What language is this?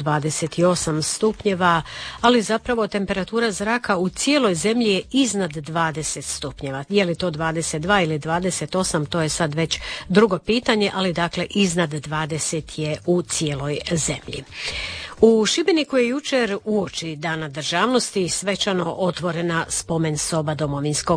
Croatian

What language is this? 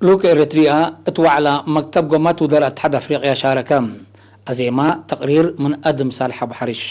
Tigre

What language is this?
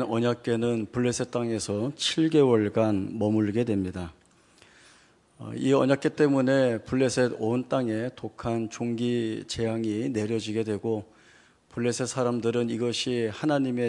Korean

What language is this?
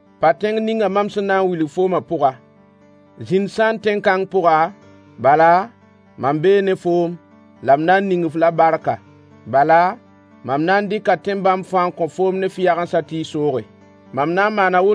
Mossi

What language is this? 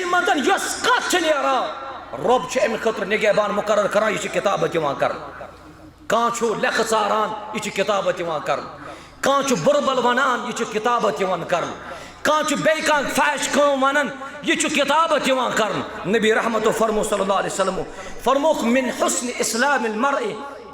Kashmiri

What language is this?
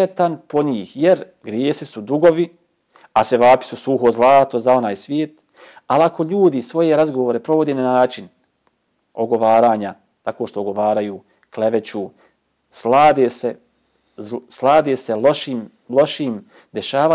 Bosnian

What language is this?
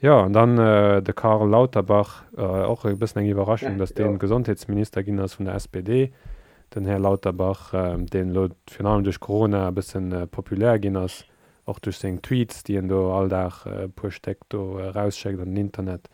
Luxembourgish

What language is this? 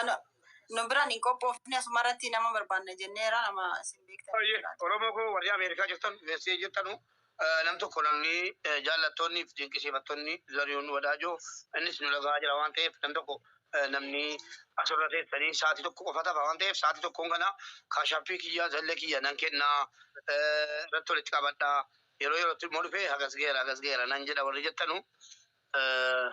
Oromo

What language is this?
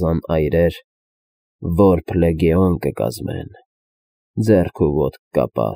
Armenian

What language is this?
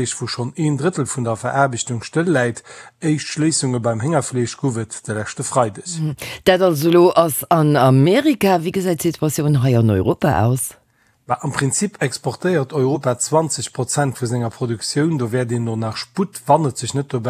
Luxembourgish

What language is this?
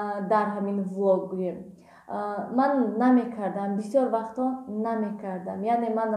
Tajik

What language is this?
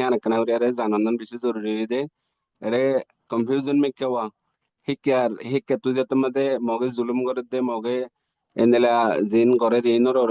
Rohingya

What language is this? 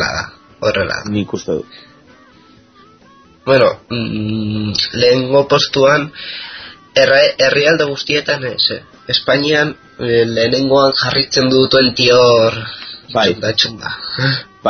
Basque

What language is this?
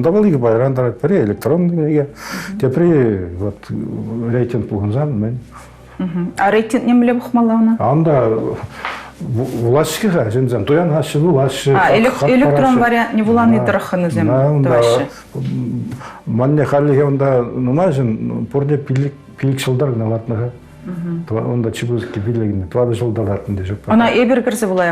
Chuvash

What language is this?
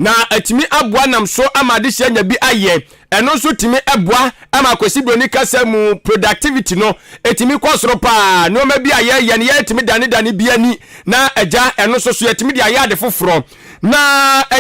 Akan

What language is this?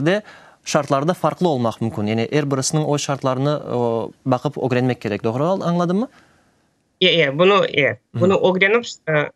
Crimean Tatar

